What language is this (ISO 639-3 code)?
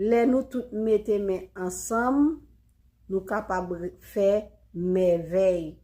hat